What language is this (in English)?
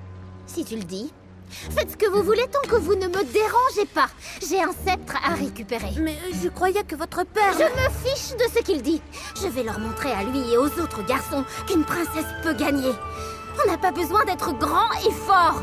French